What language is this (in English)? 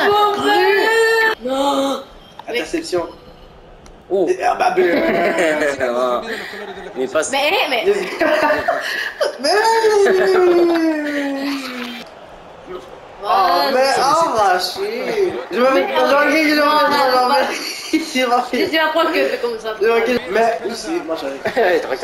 French